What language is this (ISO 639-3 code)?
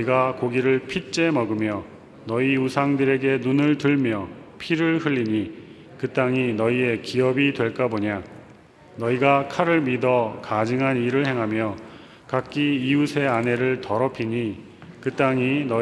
kor